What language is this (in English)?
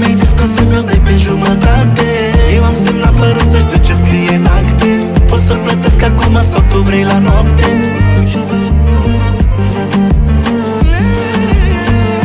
Romanian